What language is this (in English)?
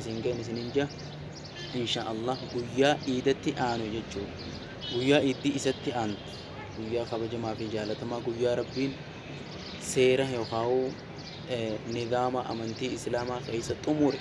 Oromo